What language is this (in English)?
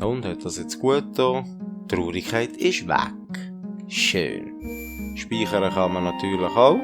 Swiss German